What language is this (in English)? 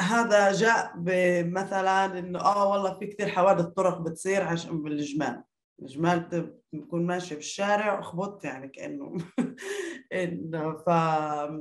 North Levantine Arabic